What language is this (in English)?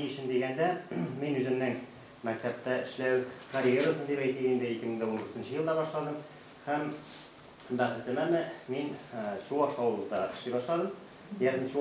Tatar